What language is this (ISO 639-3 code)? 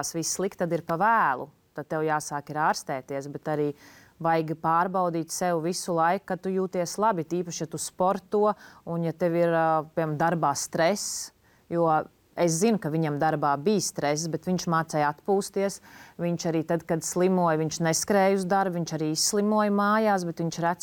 lav